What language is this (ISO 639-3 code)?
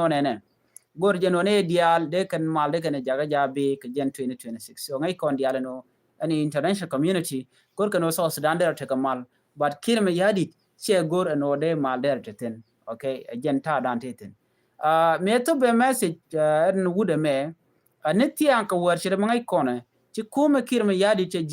nus